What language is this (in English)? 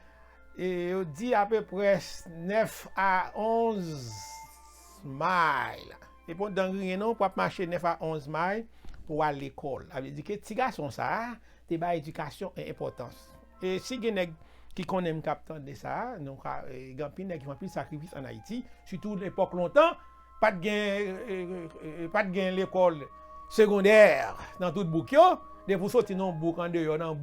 Haitian Creole